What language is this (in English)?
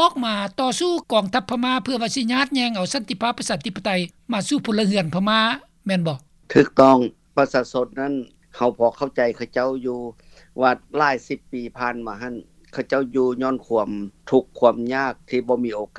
Lao